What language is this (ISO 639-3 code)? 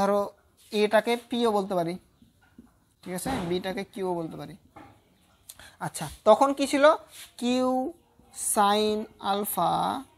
ben